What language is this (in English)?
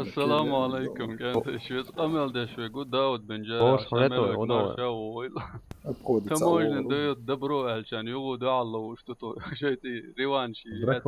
Chechen